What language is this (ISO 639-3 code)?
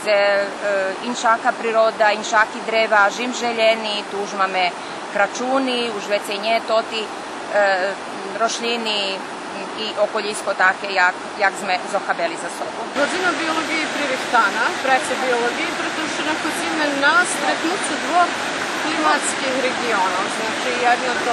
rue